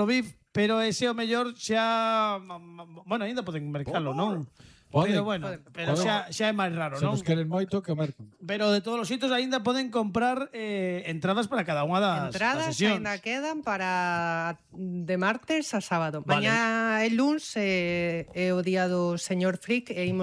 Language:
Galician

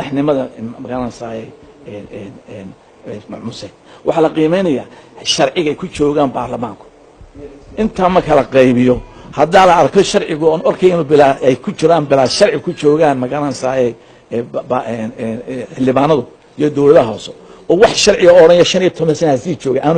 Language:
Somali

